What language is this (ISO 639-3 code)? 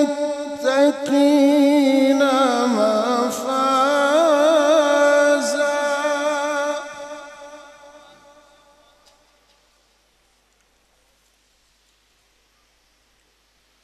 ara